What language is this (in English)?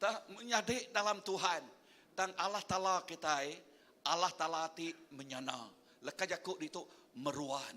Iban